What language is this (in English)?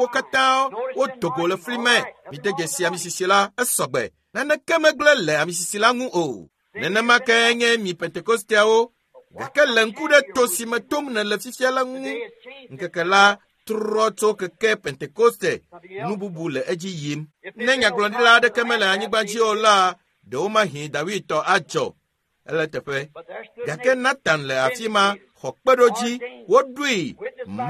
Ewe